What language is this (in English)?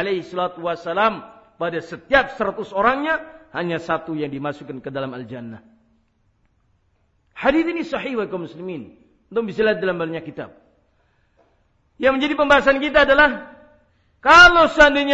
Indonesian